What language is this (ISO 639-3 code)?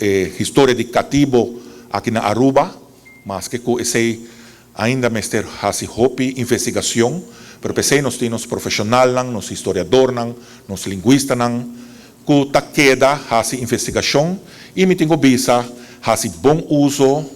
pap